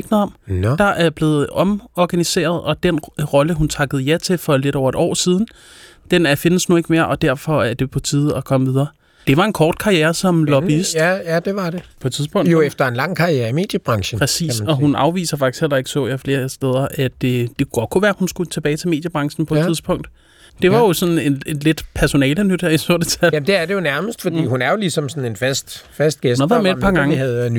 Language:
Danish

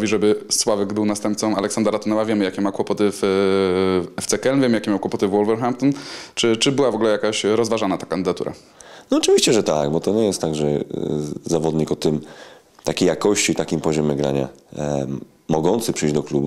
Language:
Polish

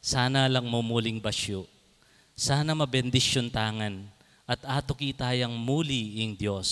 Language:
Pampanga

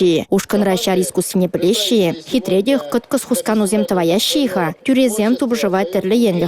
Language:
Chuvash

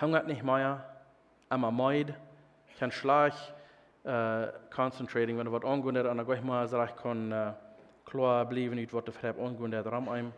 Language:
Plautdietsch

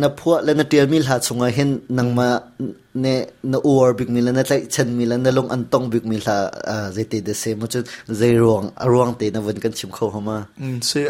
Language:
Hakha Chin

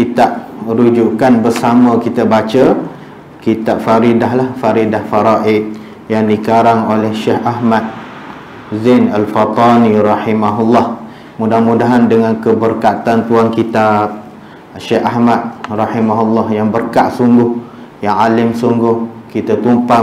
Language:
Malay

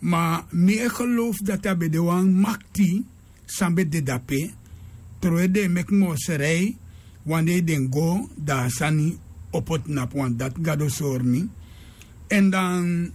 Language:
Sranan Tongo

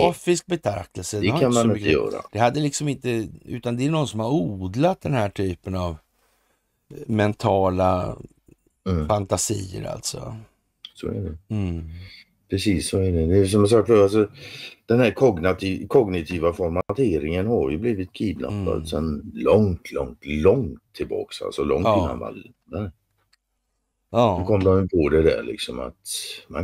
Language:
Swedish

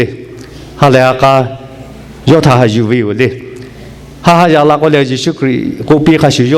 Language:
Lahu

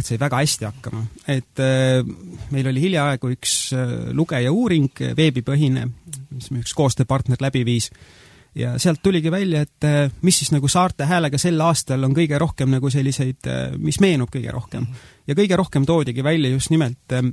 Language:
Estonian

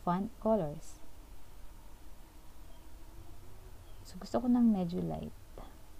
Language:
Filipino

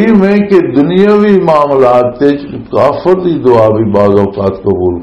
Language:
Western Panjabi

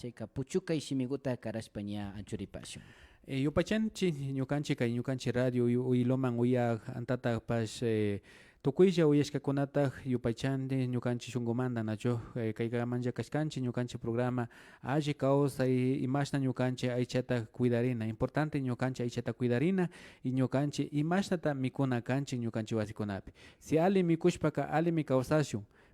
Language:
Imbabura Highland Quichua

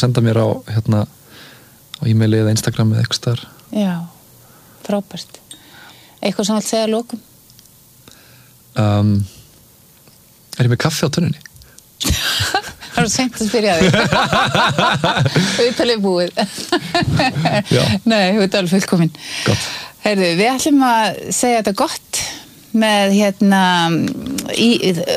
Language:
Icelandic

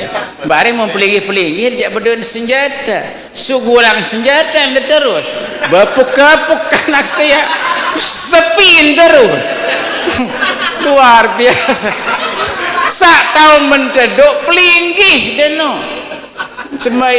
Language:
Sasak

